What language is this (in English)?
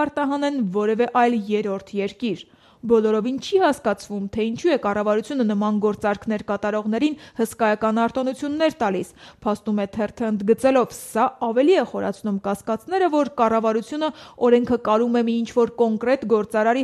Armenian